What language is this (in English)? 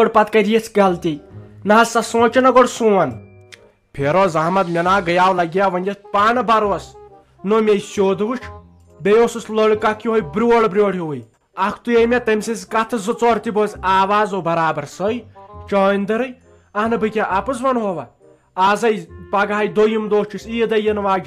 Kashmiri